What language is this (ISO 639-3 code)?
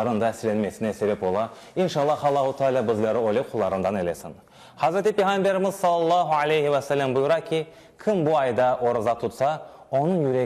crh